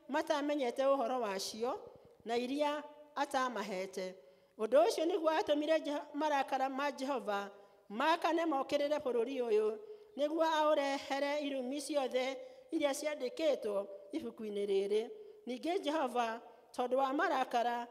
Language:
Kikuyu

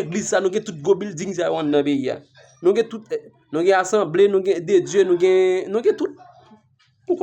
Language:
Haitian Creole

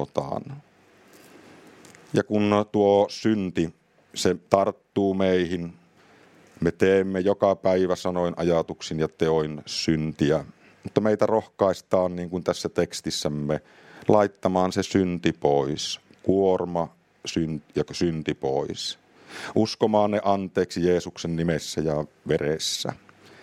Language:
Finnish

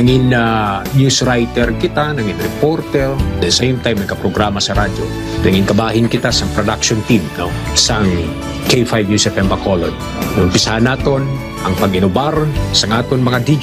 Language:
Hiligaynon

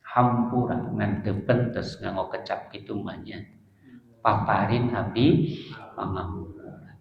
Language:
Sundanese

